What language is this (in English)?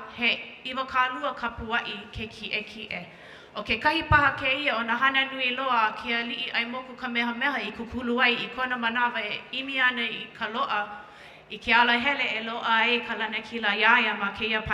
Hawaiian